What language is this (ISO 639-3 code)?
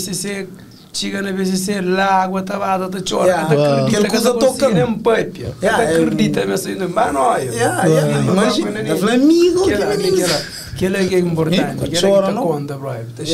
kea